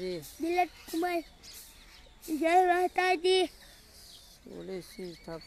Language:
Gujarati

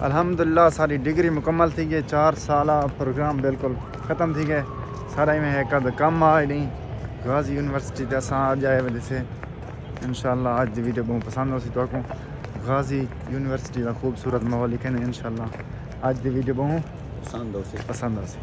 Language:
Saraiki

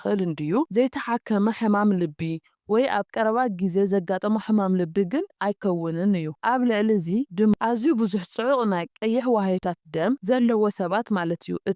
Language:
Tigrinya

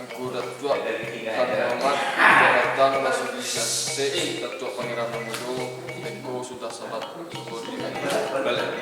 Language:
Minangkabau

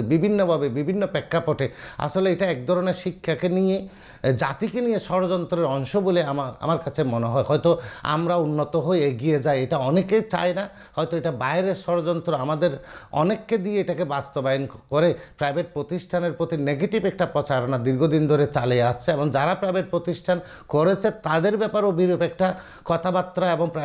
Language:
Bangla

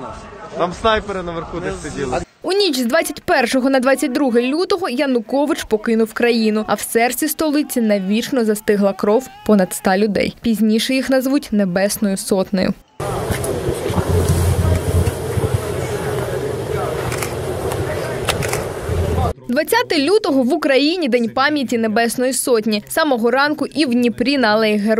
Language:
Ukrainian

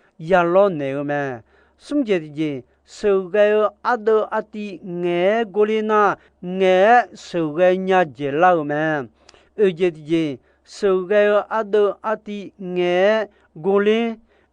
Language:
Akha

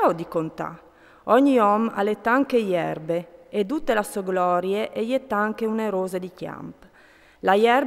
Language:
Friulian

